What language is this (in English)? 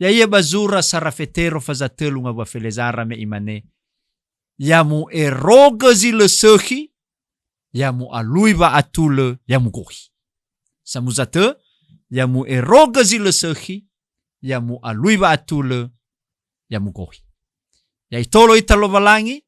Nias